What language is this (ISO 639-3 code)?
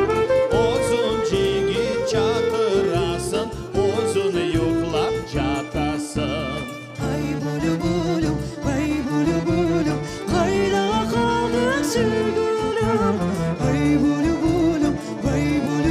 crh